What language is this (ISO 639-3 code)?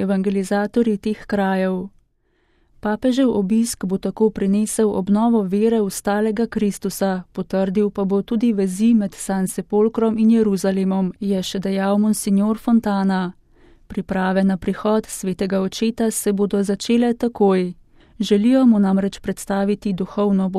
slv